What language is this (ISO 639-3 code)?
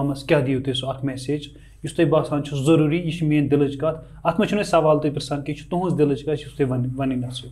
kas